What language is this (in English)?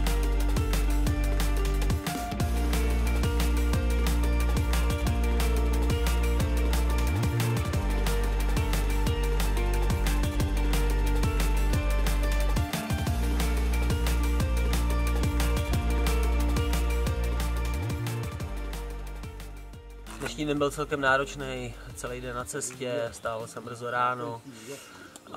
Czech